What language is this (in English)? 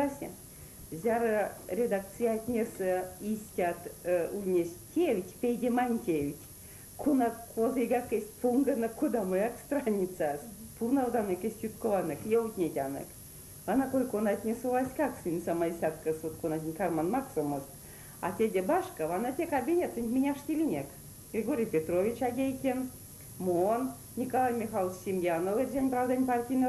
Erzya